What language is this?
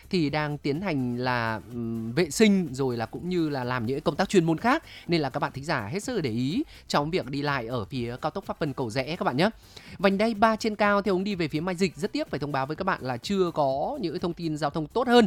Vietnamese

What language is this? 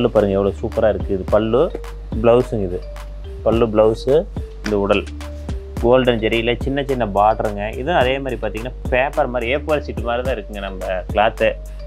Tamil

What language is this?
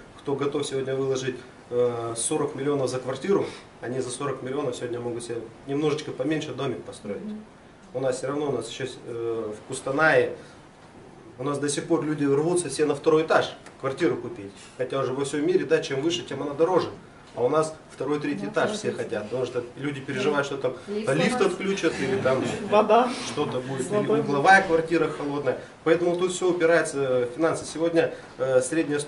Russian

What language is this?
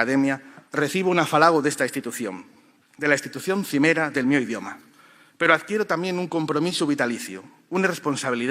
Asturian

